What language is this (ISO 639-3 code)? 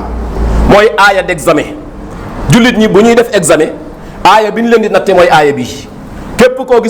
wol